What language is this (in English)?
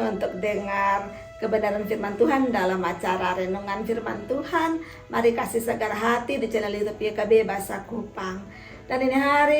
Kupang Malay